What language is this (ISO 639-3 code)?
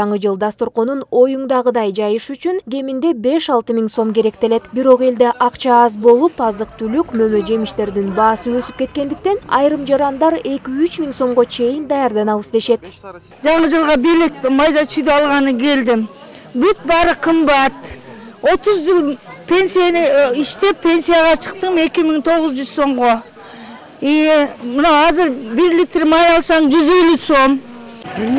kir